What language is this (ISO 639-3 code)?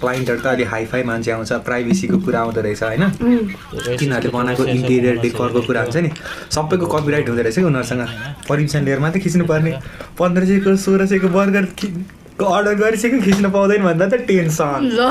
nep